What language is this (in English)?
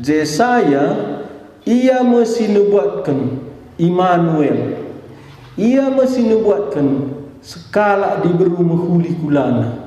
Batak Karo